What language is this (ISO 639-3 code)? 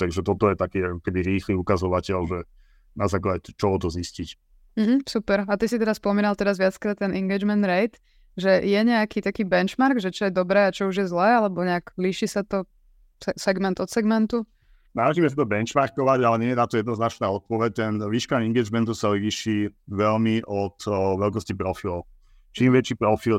slk